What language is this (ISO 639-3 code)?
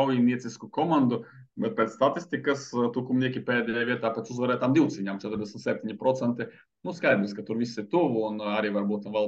lav